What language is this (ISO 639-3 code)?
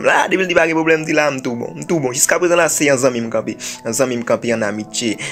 hat